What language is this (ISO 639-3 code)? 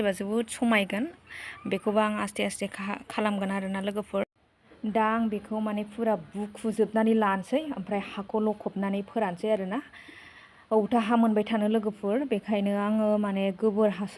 brx